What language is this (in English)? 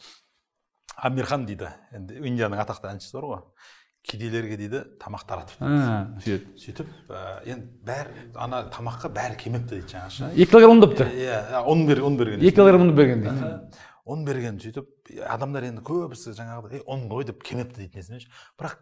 Kazakh